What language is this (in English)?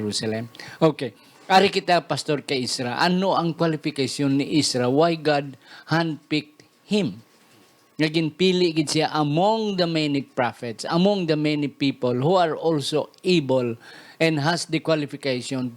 Hiligaynon